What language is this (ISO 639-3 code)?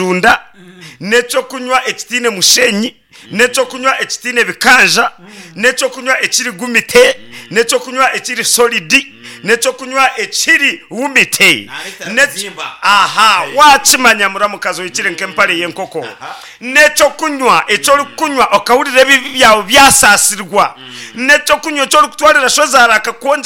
nyn